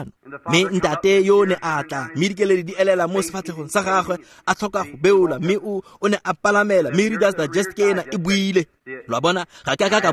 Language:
Tswana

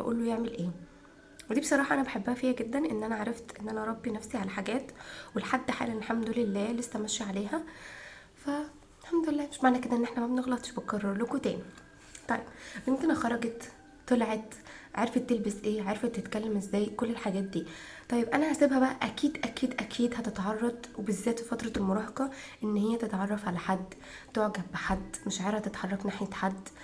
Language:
Egyptian Arabic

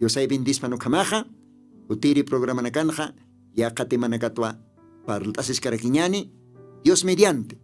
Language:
Aymara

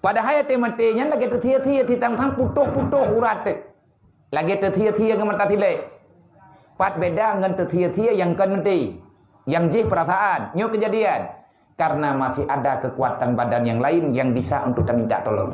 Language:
Achinese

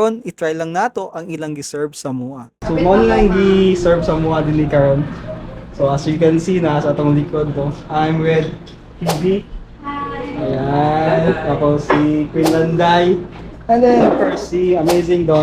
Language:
Cebuano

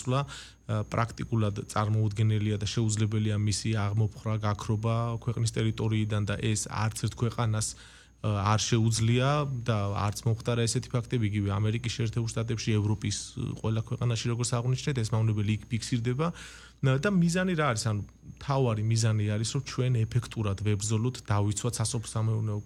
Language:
Georgian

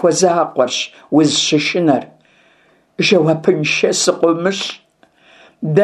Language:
Kabardian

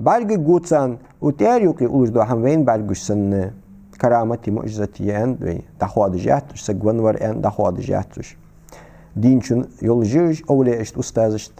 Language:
Ingush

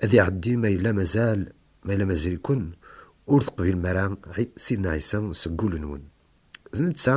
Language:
Kabyle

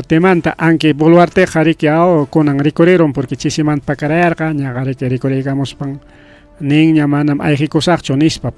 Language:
Ayacucho Quechua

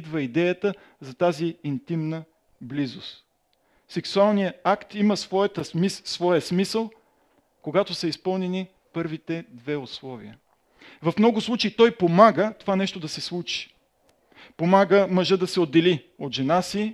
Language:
Bulgarian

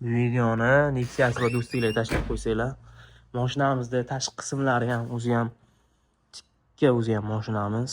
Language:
Uzbek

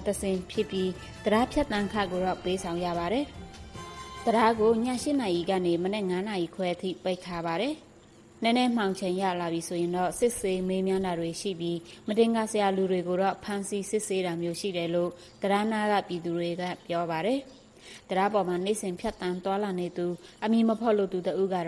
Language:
Burmese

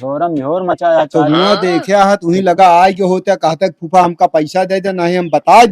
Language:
Awadhi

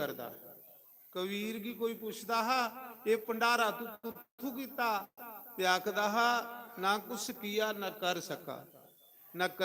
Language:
Dogri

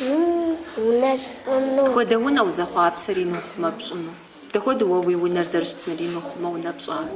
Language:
Kabardian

